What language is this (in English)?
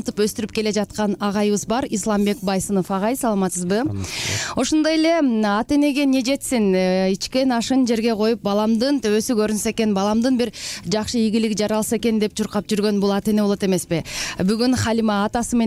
Kyrgyz